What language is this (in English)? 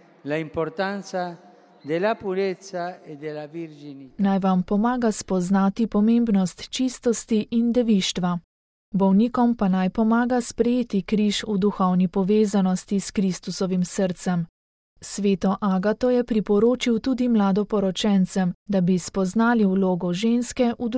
Slovenian